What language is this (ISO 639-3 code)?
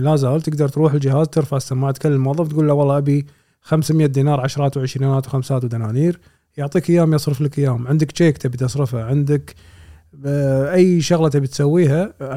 afb